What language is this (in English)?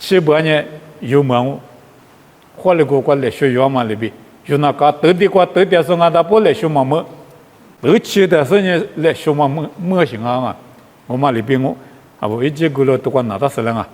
Lisu